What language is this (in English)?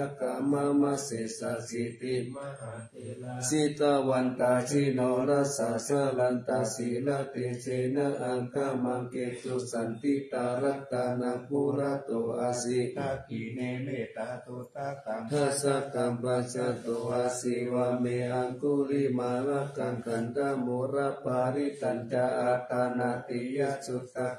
Pali